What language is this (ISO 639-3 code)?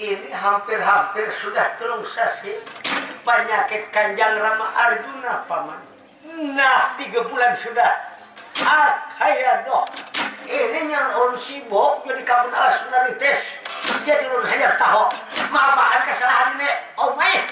bjn